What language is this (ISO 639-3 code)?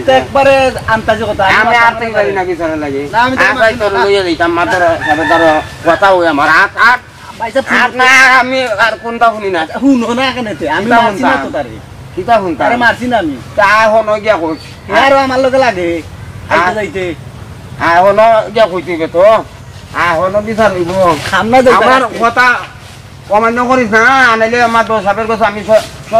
syl